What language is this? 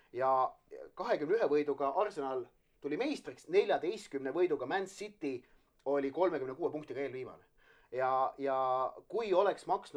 Estonian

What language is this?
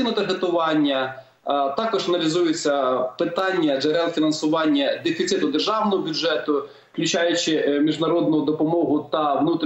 Ukrainian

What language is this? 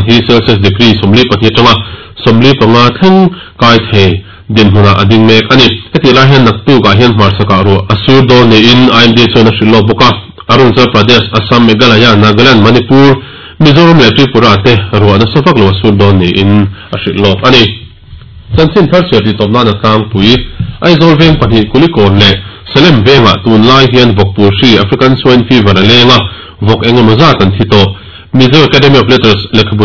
Mizo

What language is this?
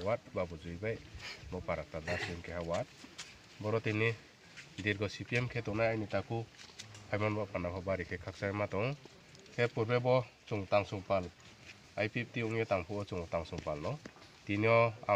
Riang (India)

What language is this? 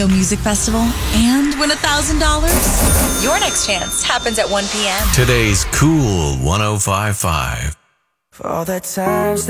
English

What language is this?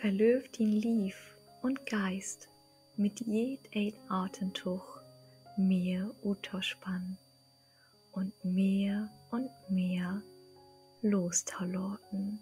Low German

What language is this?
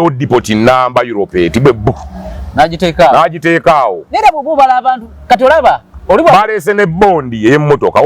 Ganda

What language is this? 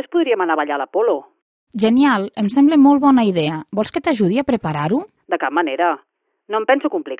Catalan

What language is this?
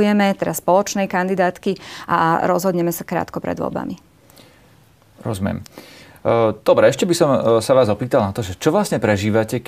Slovak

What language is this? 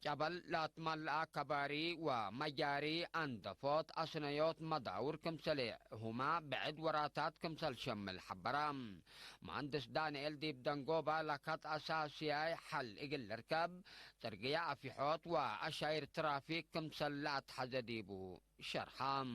Tigre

